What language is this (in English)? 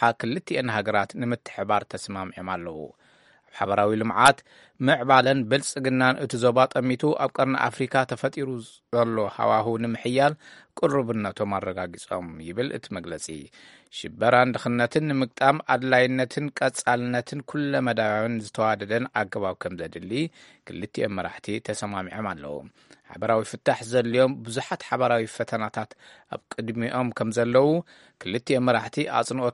Tigrinya